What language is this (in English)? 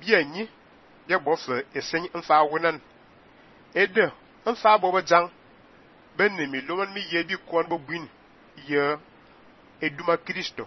Fang